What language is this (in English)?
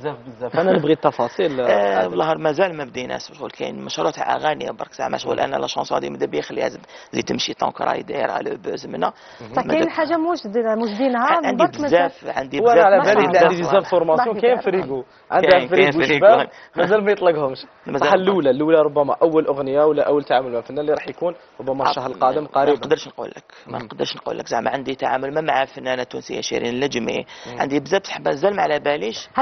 Algerian Arabic